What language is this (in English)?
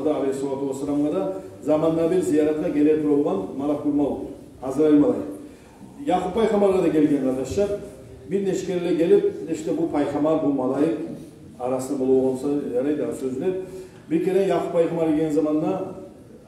Kumyk